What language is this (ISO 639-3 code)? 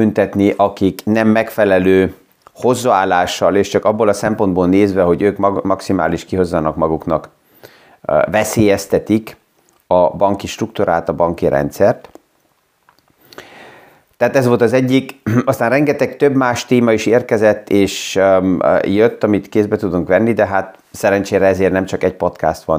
hun